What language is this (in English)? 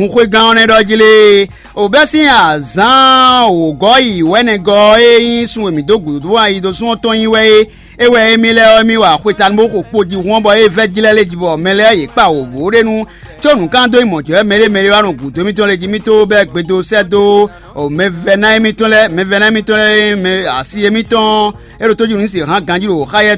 Fon